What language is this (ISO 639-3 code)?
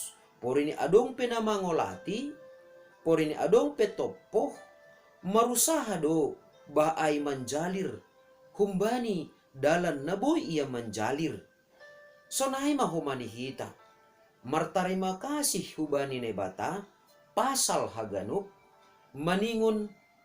bts